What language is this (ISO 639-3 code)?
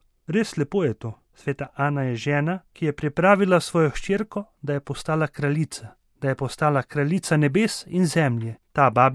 slv